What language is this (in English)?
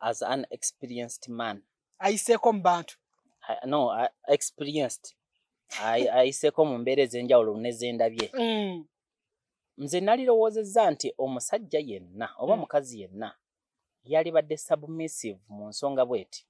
Ganda